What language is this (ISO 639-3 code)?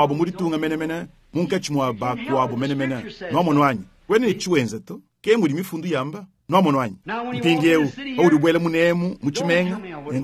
lua